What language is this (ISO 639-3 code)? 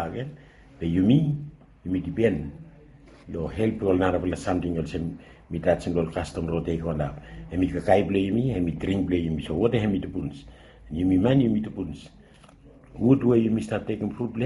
bis